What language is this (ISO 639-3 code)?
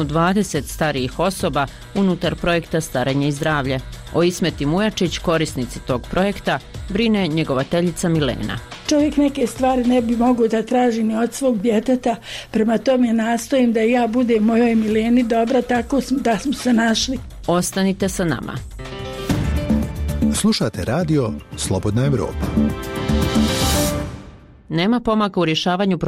bos